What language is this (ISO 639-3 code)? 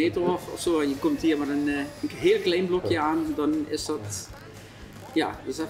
lim